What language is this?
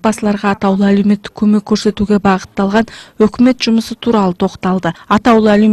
Kazakh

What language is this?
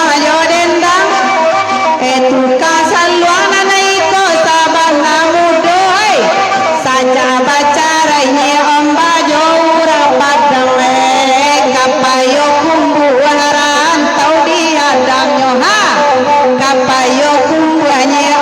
Minangkabau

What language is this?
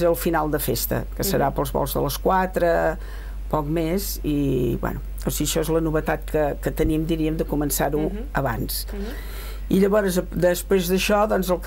Catalan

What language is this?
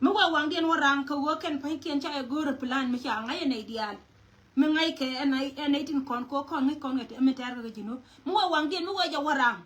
Nuer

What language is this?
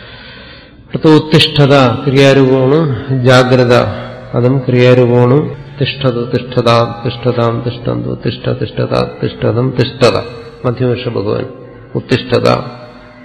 Malayalam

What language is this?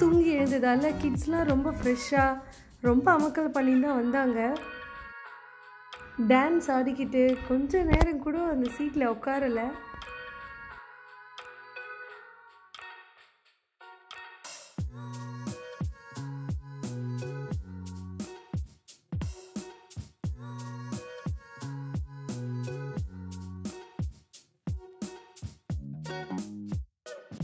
Tamil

